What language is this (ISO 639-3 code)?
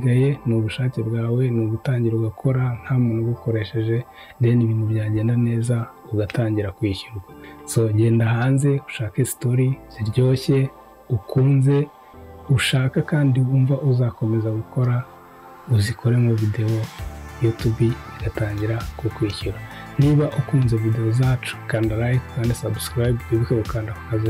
kin